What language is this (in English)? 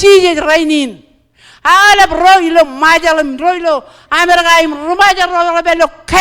Marshallese